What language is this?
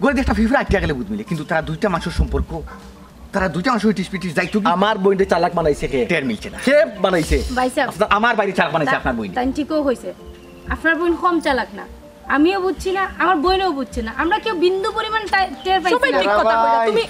Sylheti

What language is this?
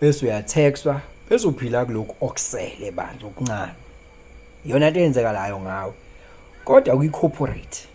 Zulu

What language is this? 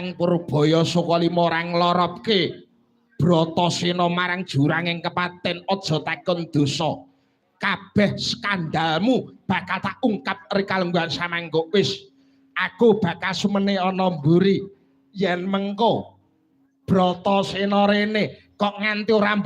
Javanese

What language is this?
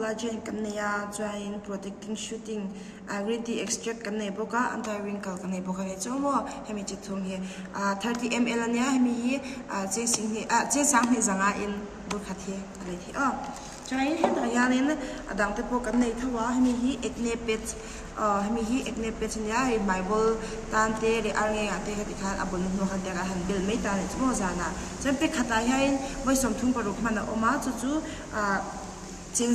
Mizo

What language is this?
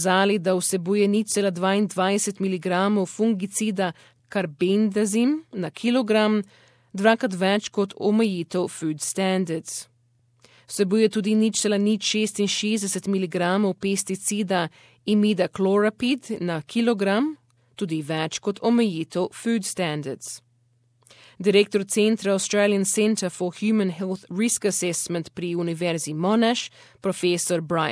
Slovenian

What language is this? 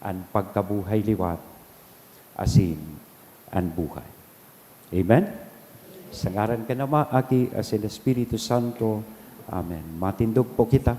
Bikol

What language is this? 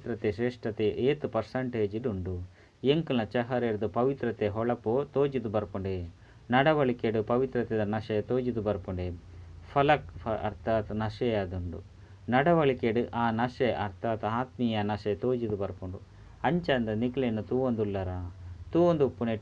Tulu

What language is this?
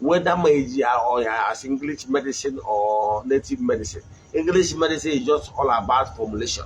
Igbo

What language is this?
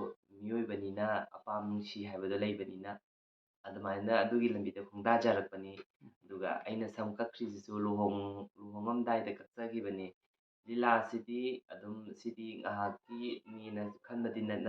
Manipuri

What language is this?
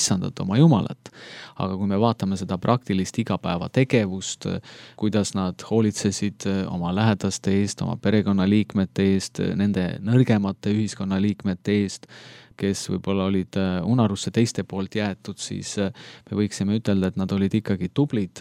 Estonian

